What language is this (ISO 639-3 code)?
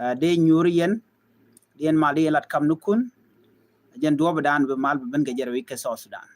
nus